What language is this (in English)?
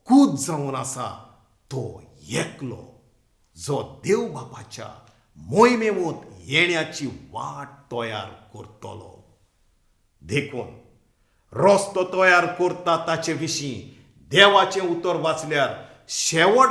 Konkani